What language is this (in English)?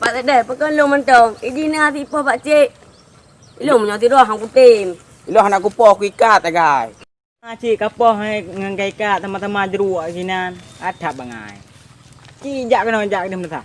Achinese